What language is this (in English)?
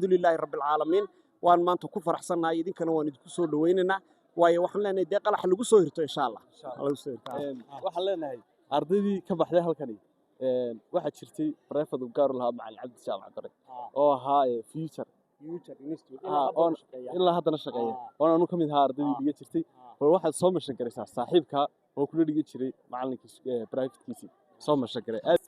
Somali